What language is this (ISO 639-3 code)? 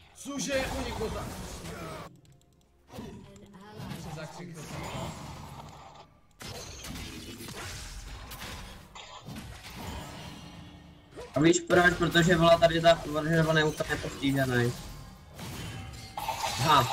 ces